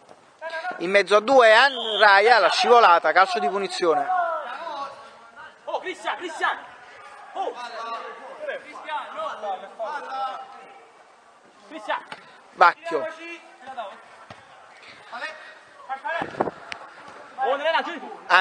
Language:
Italian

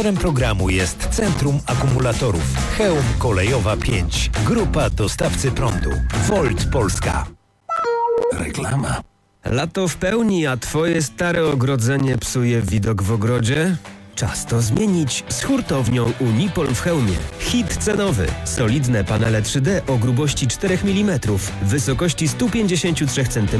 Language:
Polish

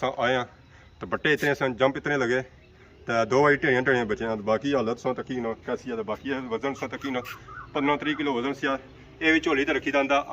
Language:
Pahari-Potwari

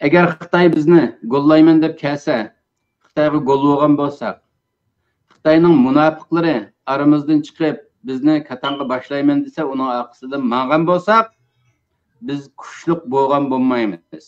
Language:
Uyghur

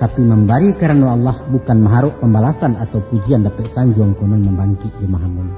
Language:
Minangkabau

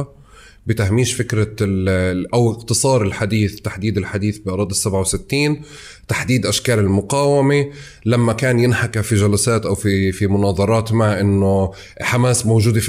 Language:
North Levantine Arabic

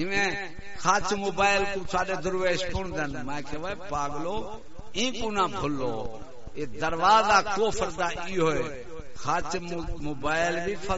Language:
Saraiki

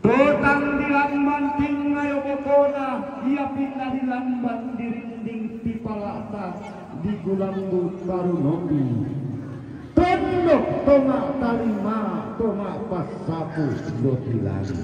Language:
Toraja-Sa'dan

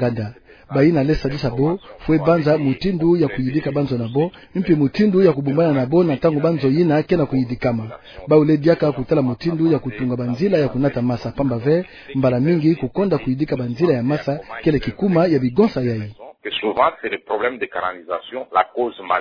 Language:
Kituba (Democratic Republic of Congo)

